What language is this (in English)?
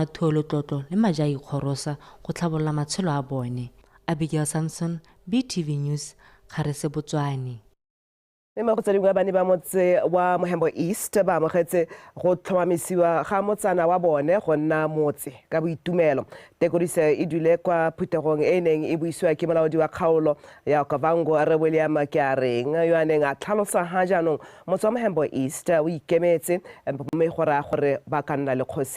Tswana